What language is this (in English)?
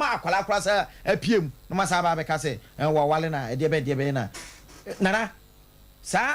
Akan